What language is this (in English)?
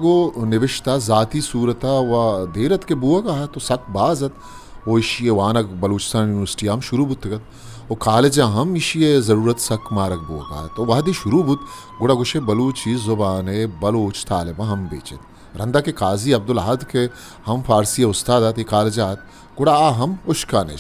Eastern Balochi